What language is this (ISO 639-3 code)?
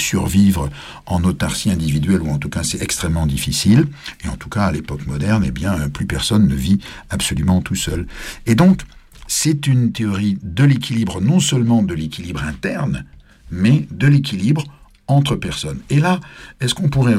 fra